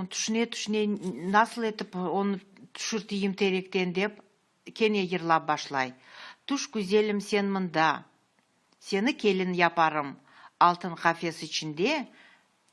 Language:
Crimean Tatar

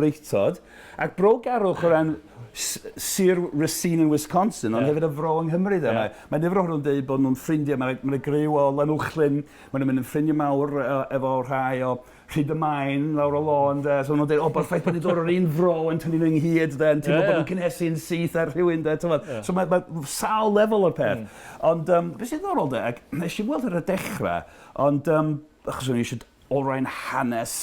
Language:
Welsh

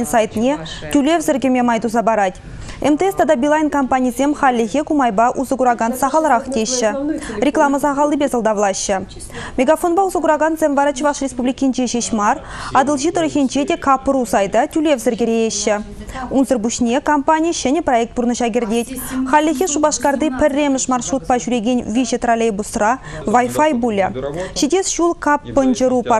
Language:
Chuvash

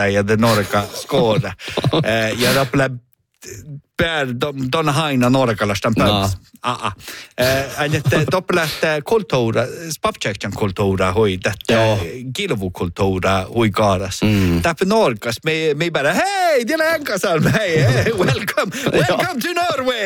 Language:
Northern Sami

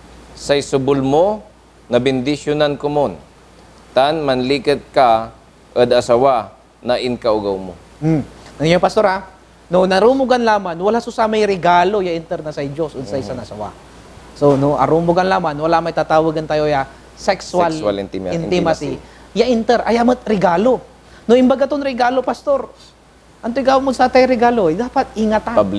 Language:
Pangasinan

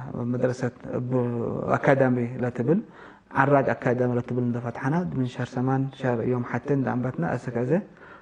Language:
Tigre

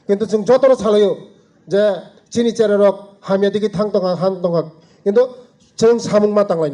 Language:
Kok Borok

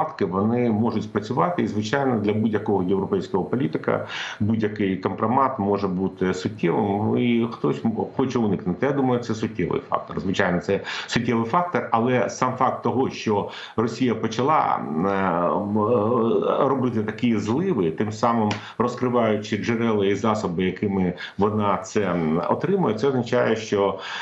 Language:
Ukrainian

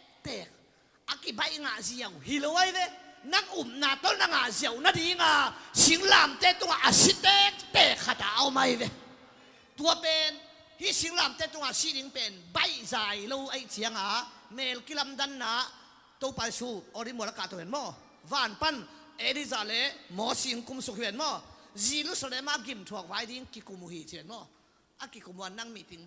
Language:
Tedim Chin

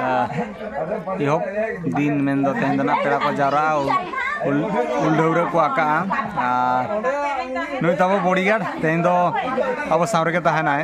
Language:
Santali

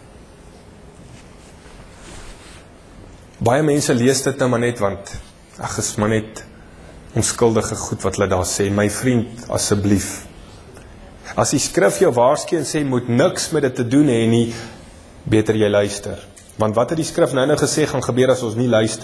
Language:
Afrikaans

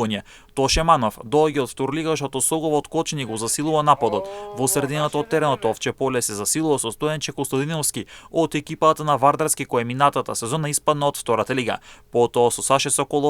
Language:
Macedonian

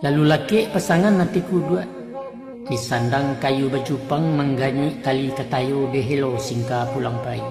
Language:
Minangkabau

